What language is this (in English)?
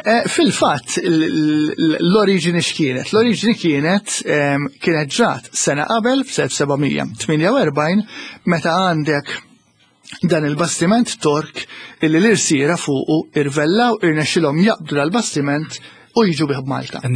Maltese